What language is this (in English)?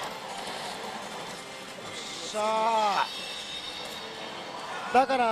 Japanese